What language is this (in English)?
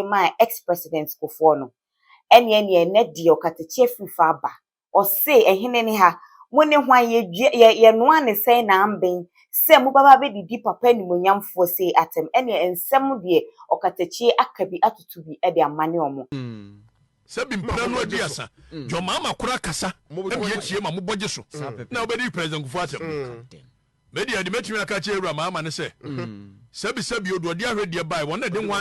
Akan